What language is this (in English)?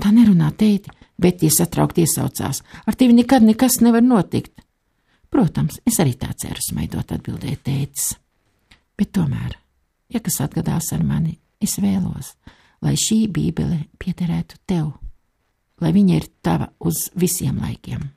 Latvian